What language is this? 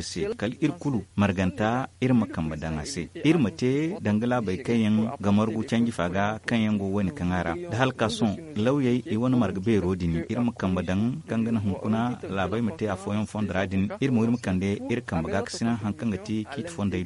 Zarma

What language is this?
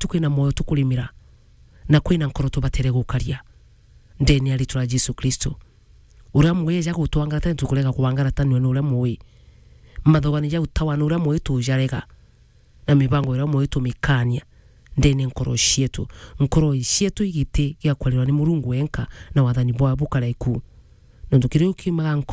Meru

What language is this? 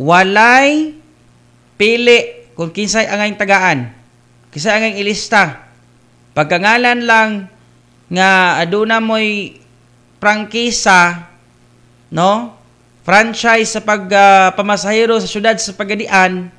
Cebuano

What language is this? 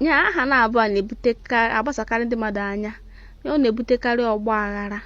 Igbo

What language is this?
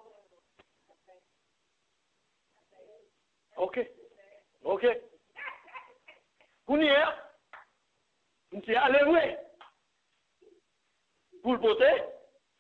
French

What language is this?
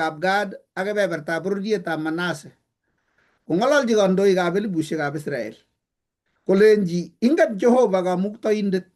Kalenjin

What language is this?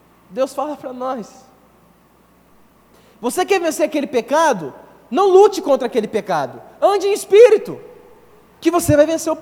Portuguese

